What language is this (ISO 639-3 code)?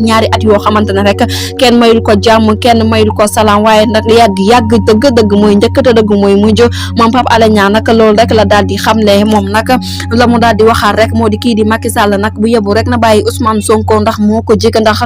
wol